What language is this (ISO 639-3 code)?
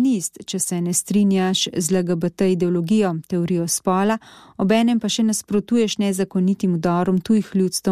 slv